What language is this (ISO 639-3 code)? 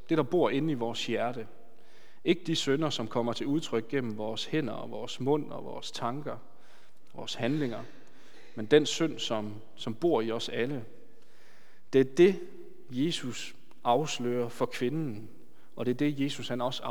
dan